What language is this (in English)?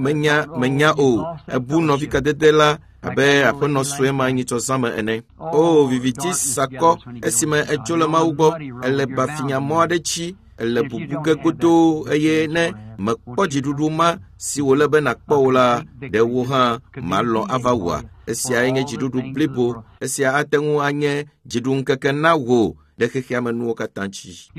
Ewe